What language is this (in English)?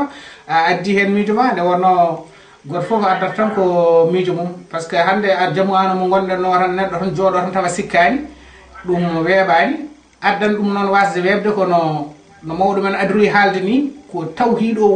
Fula